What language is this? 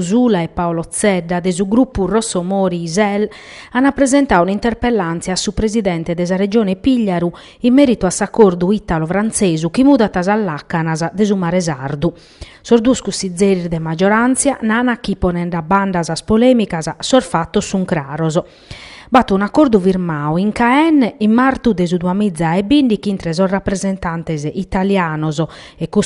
Sardinian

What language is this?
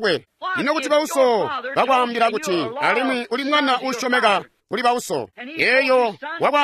Tonga (Zambia)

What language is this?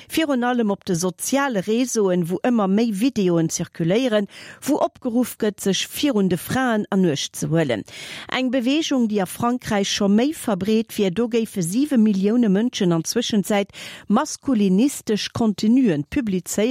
Luxembourgish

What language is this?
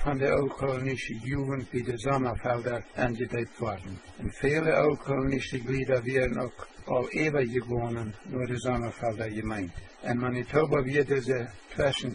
Plautdietsch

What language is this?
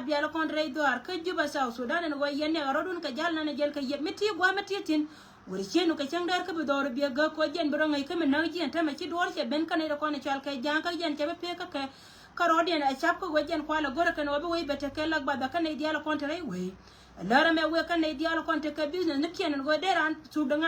Nuer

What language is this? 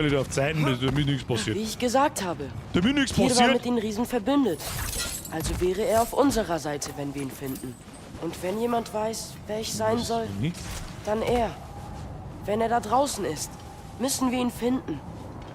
Bavarian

